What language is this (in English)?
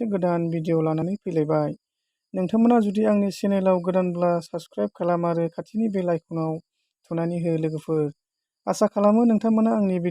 Bodo